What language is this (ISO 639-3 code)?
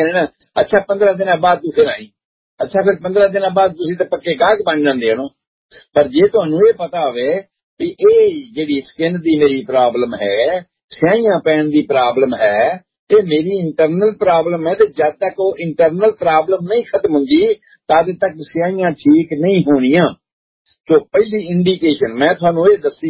pan